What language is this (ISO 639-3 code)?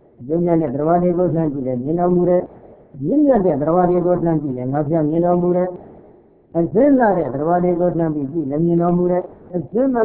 mya